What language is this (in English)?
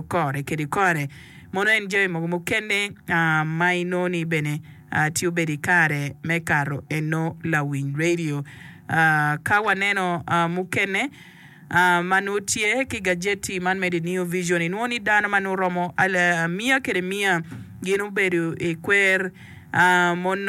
Acoli